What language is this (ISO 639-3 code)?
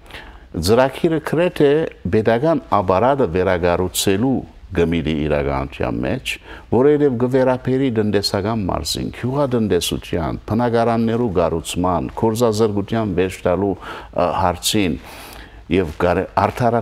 hyw